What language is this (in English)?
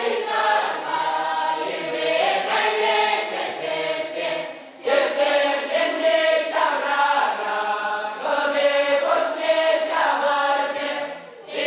Chuvash